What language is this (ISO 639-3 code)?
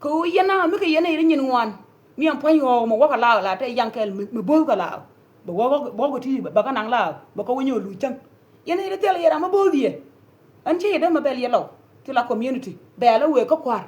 nus